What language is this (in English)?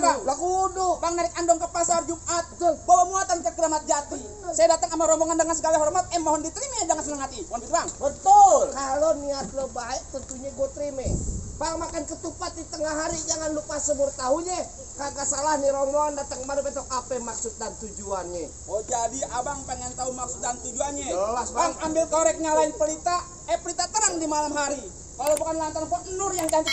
Betawi